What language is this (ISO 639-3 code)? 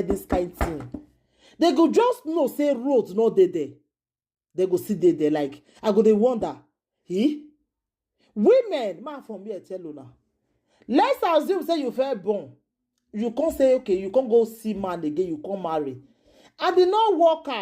pcm